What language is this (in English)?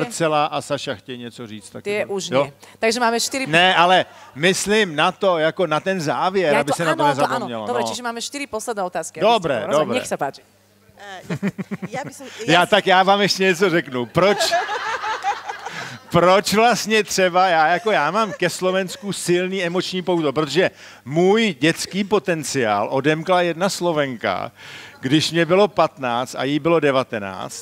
Czech